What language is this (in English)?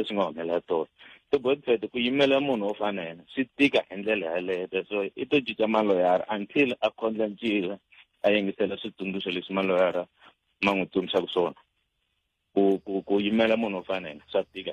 Tsonga